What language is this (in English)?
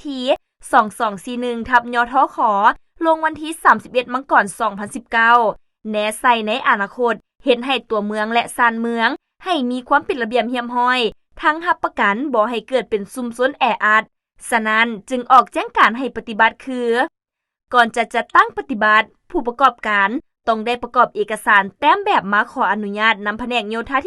Lao